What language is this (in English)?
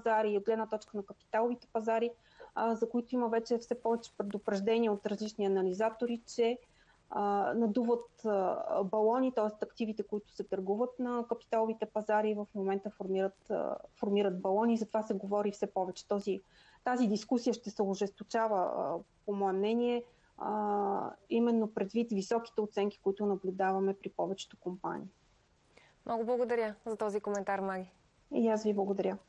Bulgarian